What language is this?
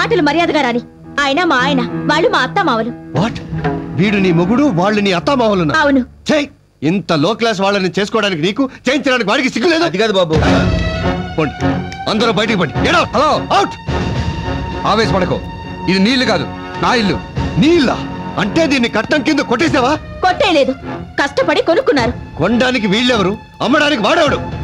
Telugu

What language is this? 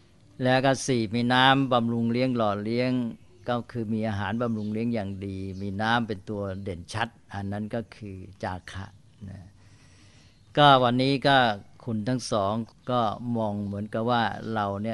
Thai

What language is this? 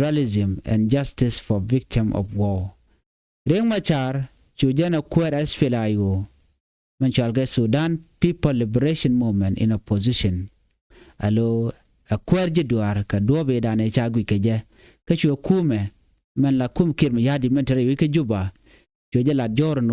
Nuer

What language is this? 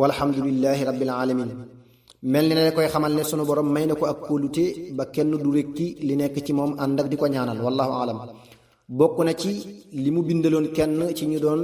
Wolof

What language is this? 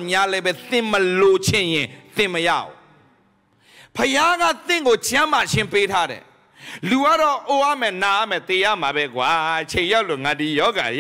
Burmese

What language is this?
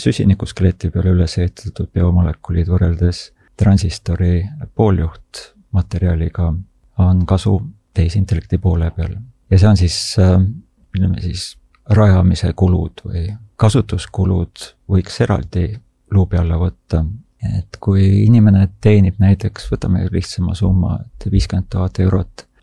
Estonian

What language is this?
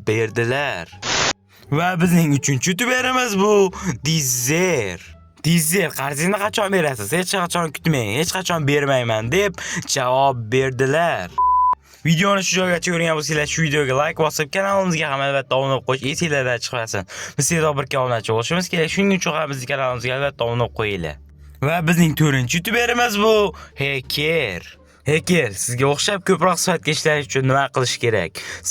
Uzbek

